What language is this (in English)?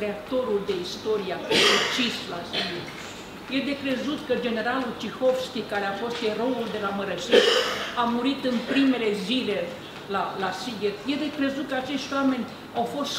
Romanian